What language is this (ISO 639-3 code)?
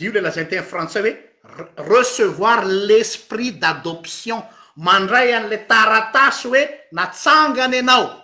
mlg